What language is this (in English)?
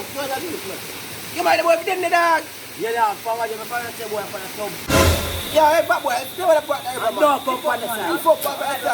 Jamaican Creole English